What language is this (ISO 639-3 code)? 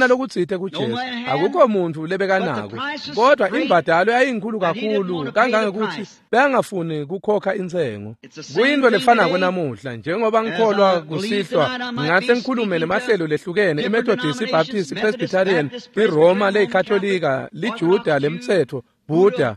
ssw